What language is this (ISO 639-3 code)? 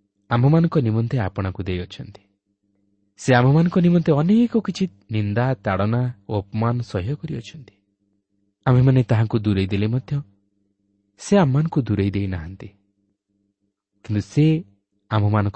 ori